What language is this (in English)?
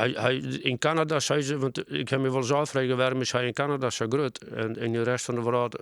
Western Frisian